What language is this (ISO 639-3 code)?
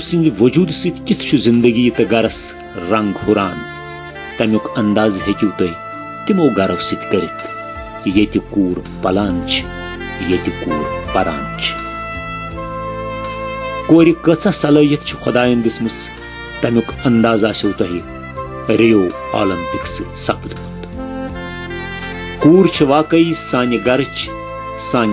kas